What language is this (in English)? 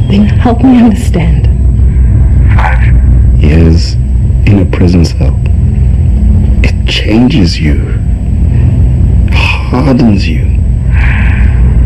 English